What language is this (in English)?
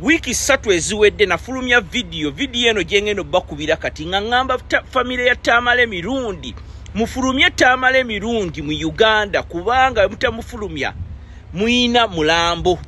Ganda